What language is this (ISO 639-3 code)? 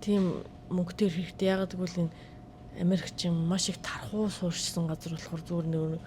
mon